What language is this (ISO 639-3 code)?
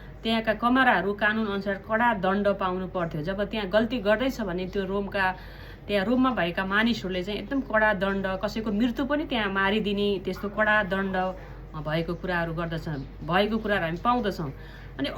nep